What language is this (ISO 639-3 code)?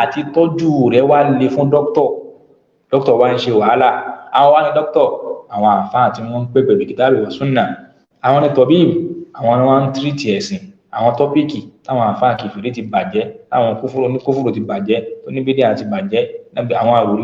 yor